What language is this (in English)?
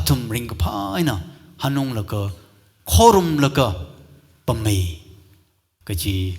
Tangkhul Naga (India)